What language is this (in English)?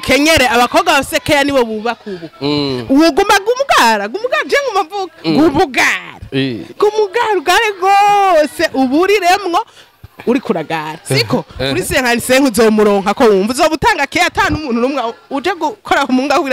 Rundi